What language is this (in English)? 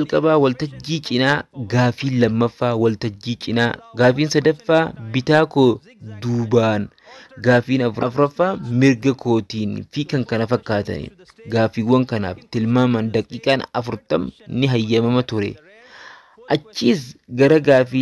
Oromo